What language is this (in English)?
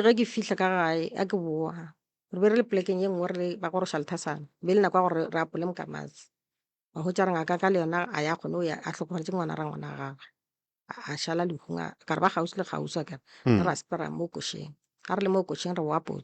Northern Sotho